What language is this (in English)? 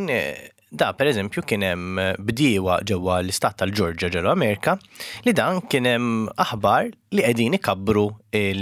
Maltese